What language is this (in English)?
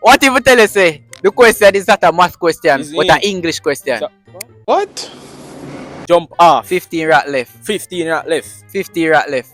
Jamaican Creole English